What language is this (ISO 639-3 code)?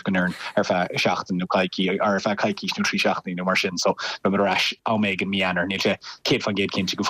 gle